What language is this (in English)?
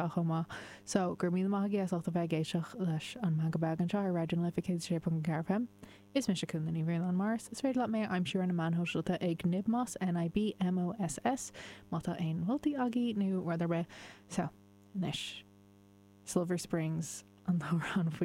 Irish